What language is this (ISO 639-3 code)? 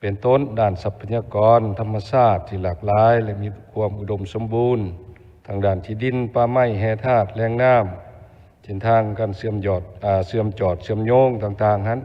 lao